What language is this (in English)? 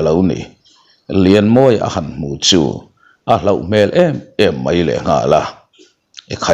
Mizo